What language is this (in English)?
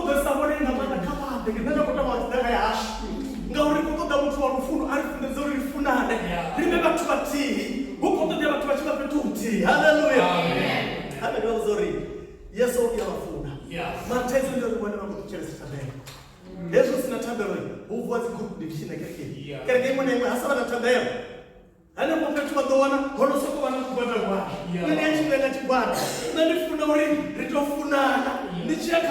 Venda